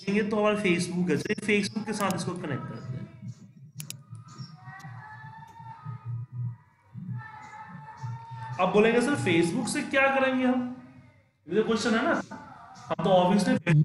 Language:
Hindi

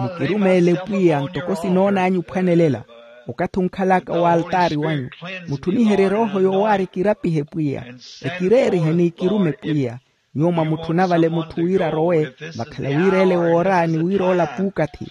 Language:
Makhuwa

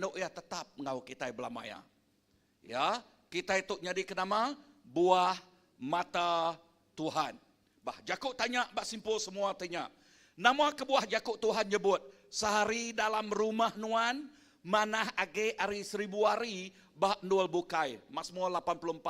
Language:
Iban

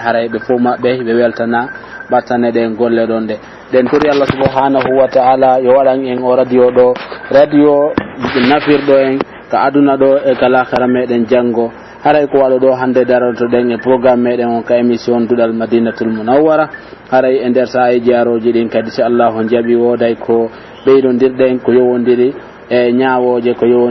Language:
Pular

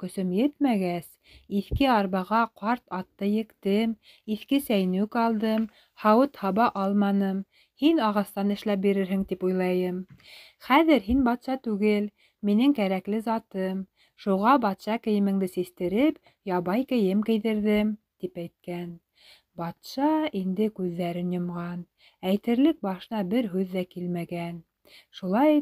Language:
Bashkir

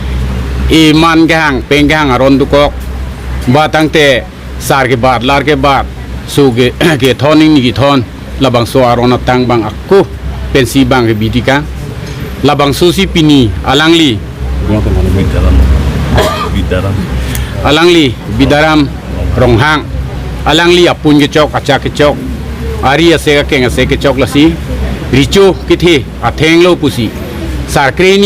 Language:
Karbi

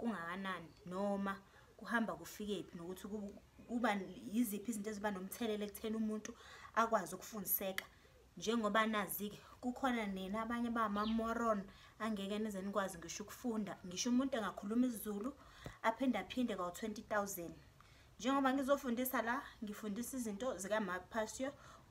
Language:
Zulu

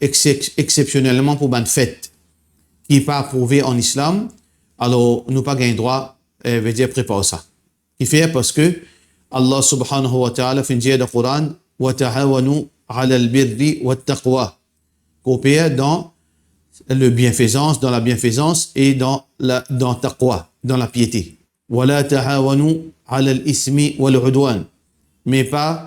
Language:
Morisyen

